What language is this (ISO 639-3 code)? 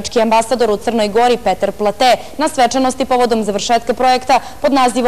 srp